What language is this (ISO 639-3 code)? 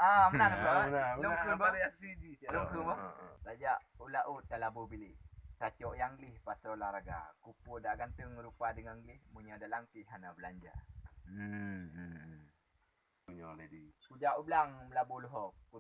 ace